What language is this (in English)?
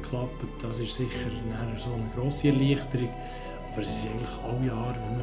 Swiss German